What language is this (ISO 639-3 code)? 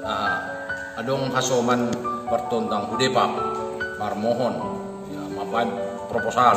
bts